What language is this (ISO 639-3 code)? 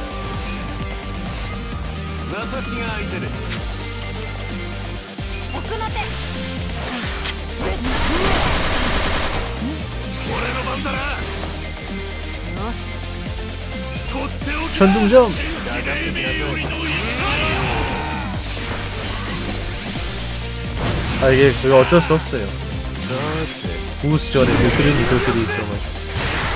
kor